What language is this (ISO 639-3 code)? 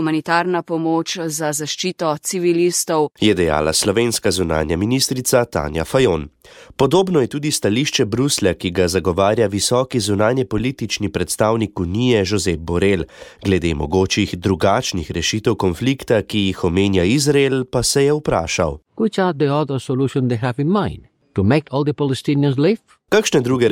slv